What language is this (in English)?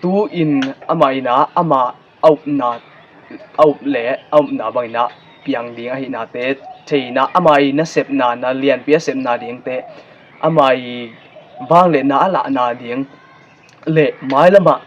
Tedim Chin